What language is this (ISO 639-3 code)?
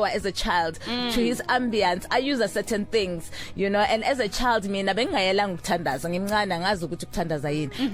zul